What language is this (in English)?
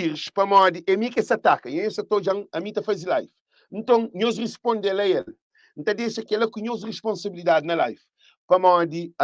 Kabuverdianu